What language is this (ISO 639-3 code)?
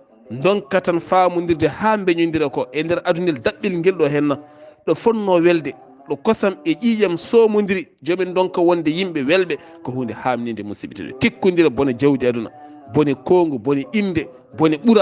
ful